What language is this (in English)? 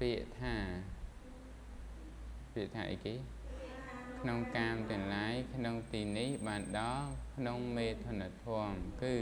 Khmer